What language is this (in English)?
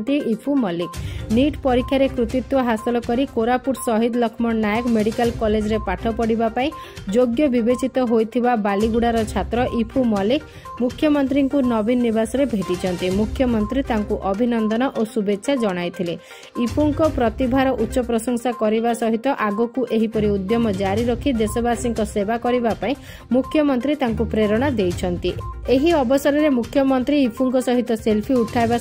Odia